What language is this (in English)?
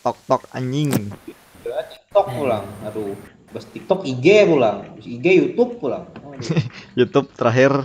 Banjar